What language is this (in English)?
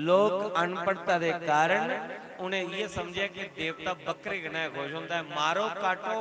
Dogri